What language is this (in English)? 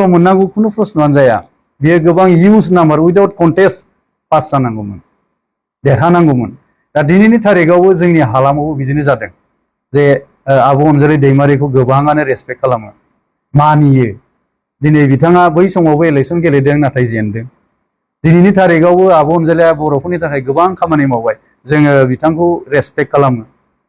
Bodo